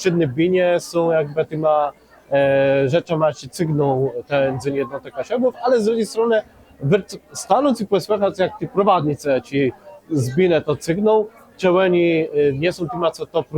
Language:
Kashubian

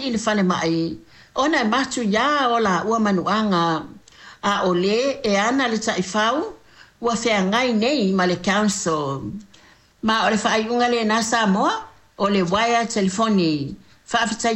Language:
Samoan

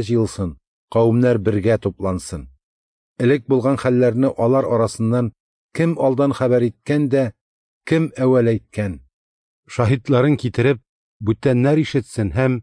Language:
Tatar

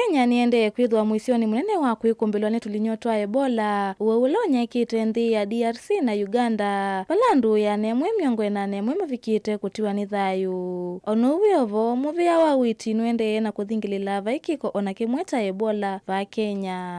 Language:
Kamba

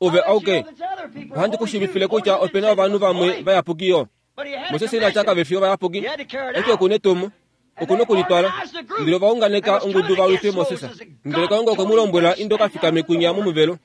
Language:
Kuanyama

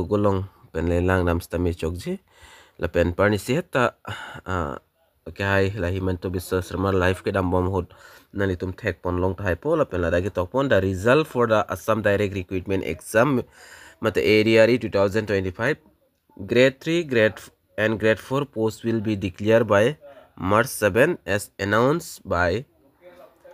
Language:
Karbi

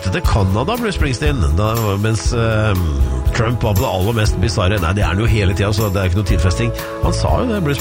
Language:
Norwegian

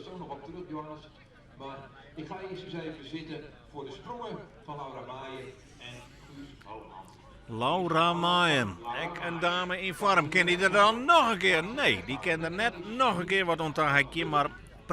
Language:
Western Frisian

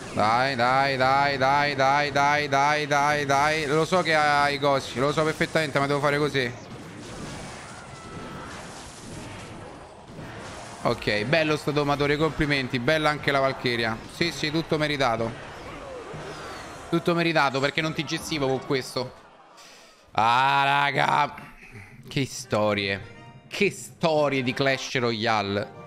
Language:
Italian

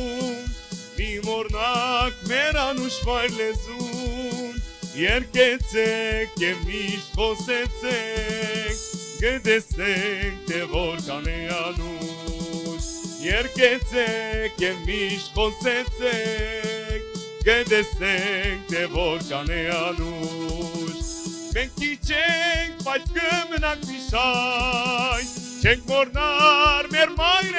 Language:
Kurdish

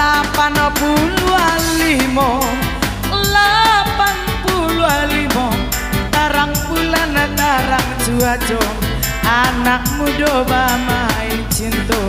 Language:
Minangkabau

